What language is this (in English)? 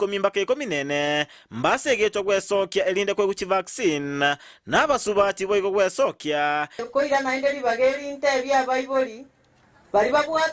Gusii